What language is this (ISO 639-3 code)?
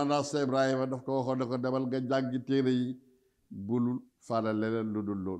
wol